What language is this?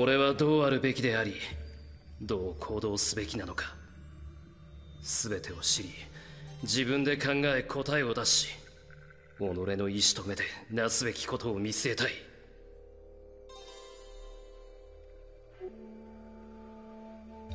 Japanese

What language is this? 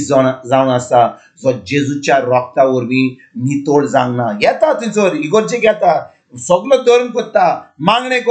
Konkani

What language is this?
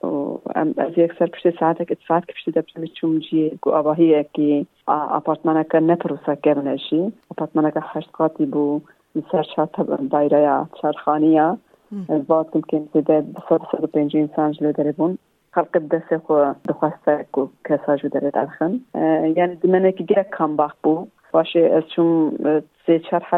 Kurdish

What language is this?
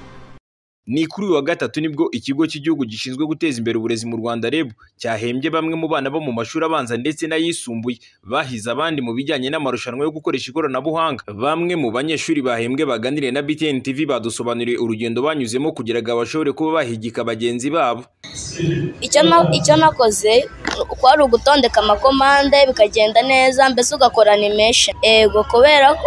Kinyarwanda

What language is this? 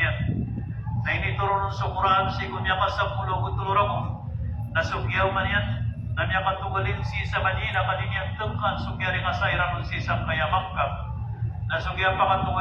Maranao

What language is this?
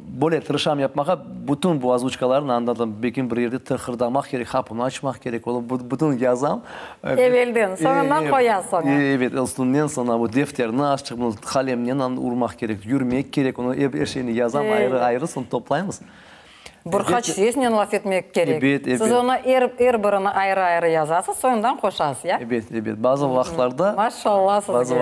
Crimean Tatar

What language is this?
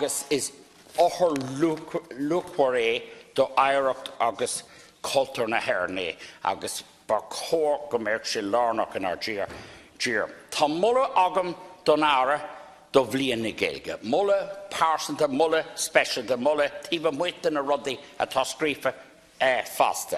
Irish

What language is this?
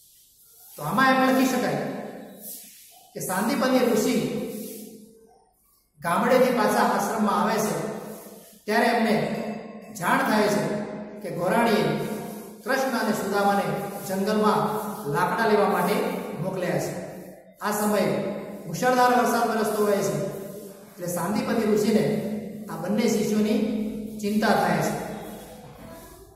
Gujarati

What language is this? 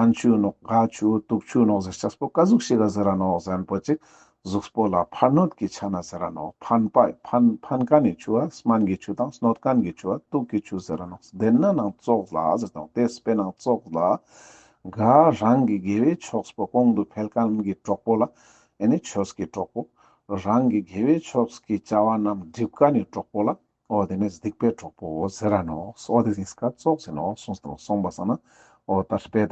Ladakhi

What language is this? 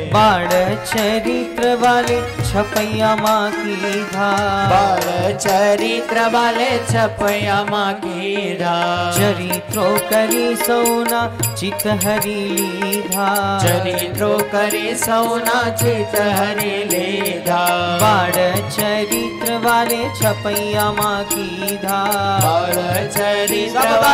Gujarati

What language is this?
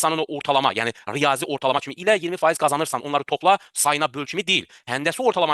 Azerbaijani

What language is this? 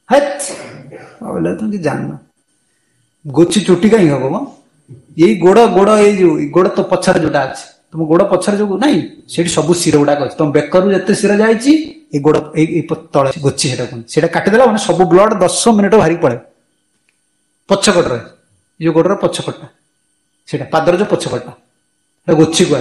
Odia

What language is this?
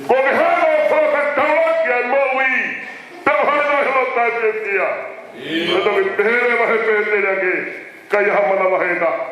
Tongan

